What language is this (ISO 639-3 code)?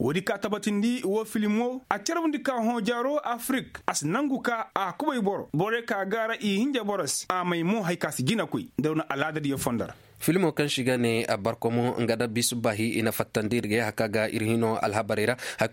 ses